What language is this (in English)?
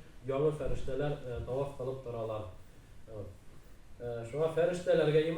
Bashkir